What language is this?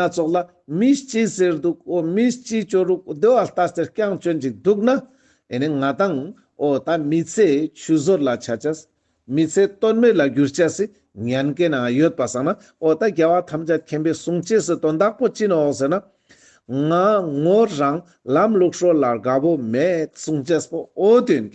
Ladakhi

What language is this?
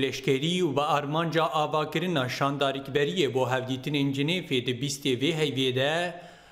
Kurdish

